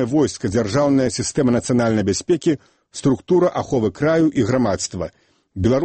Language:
Belarusian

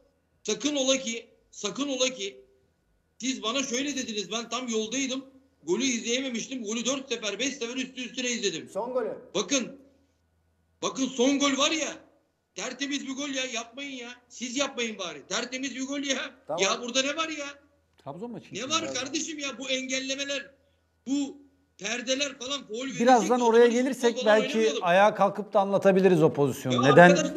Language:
Turkish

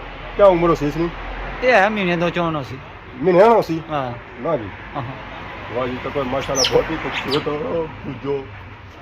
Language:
Pahari-Potwari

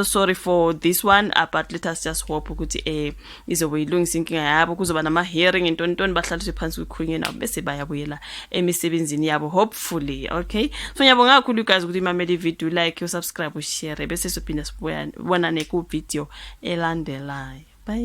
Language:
Zulu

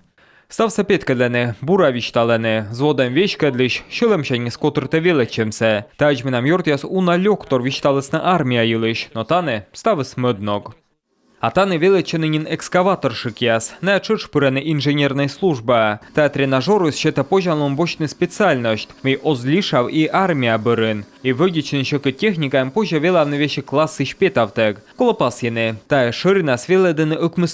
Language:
Komi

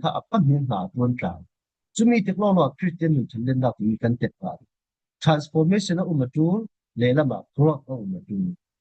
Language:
Falam Chin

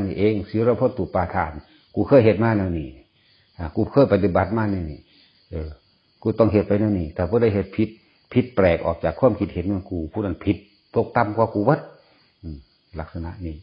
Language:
Northeastern Thai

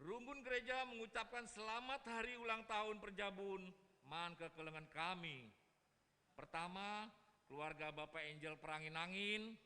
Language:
Batak Karo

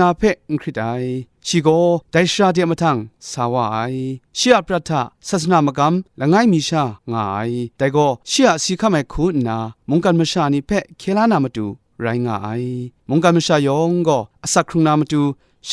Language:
Kachin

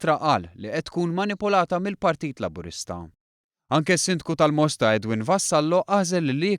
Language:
Maltese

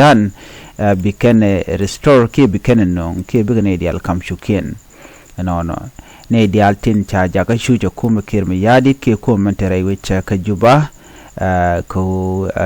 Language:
Nuer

